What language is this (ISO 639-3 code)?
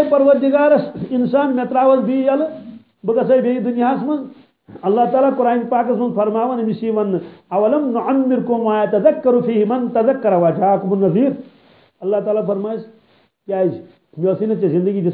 kas